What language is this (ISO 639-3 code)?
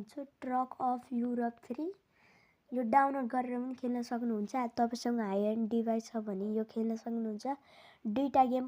nep